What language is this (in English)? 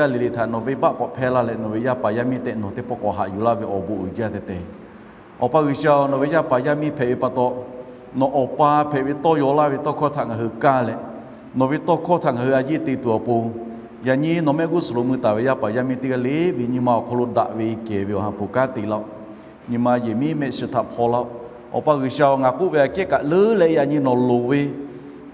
Lahu